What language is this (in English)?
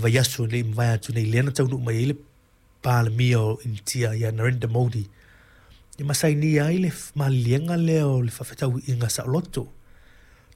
Samoan